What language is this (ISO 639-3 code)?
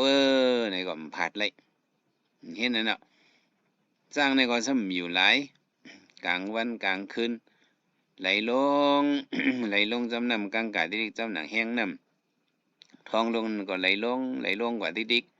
shn